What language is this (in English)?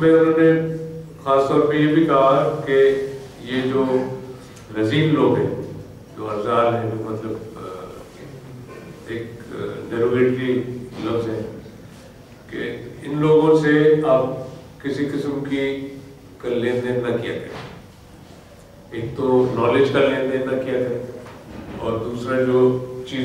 Urdu